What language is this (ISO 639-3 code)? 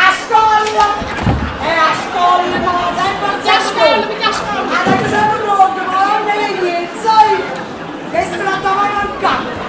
nap